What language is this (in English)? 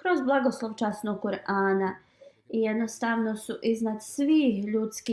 Bosnian